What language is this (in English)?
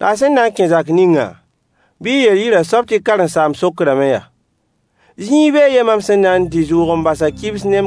Mossi